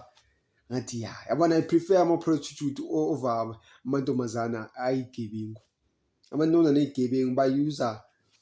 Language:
Zulu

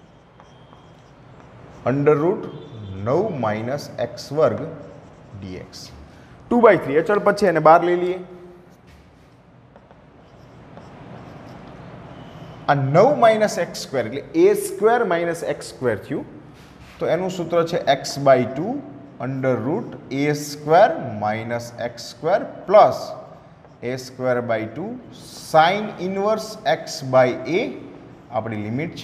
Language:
Gujarati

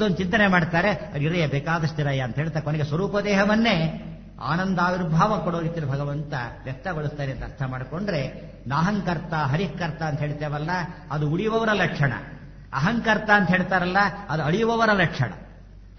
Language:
Kannada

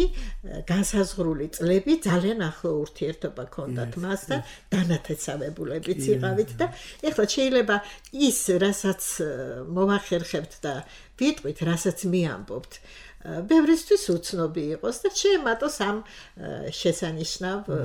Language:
Georgian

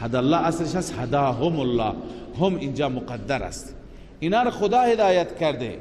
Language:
Persian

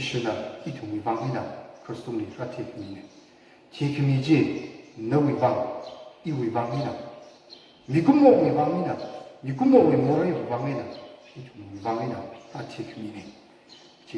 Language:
Tangkhul Naga (India)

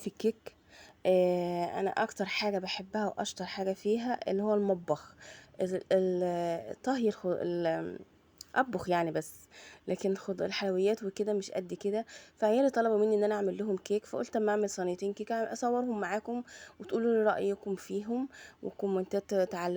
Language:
Egyptian Arabic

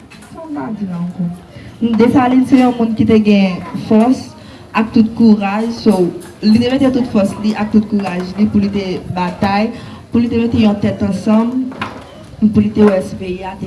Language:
Haitian Creole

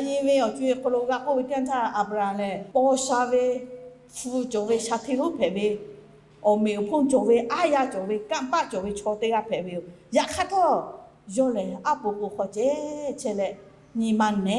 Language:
Lahu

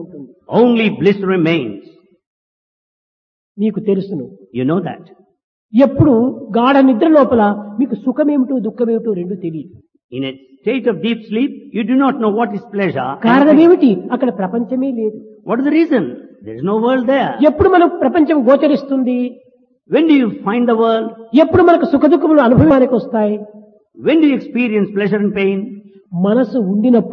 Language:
Telugu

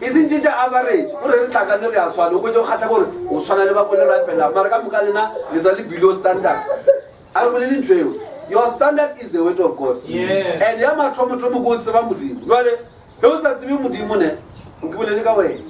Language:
Northern Sotho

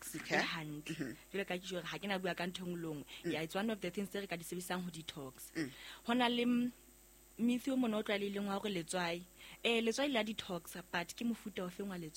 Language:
Southern Sotho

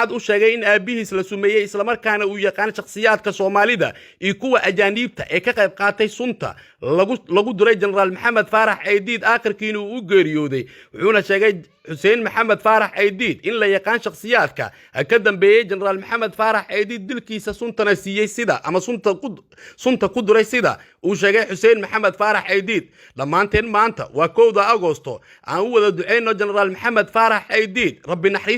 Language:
Somali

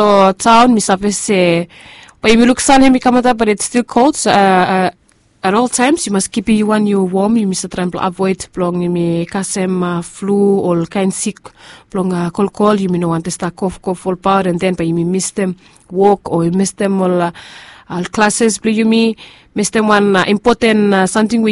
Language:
Bislama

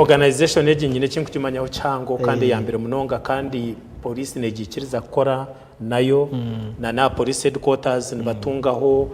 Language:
Nyankole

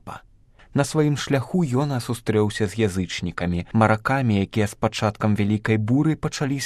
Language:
Belarusian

